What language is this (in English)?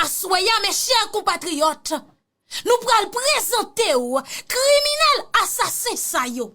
Haitian Creole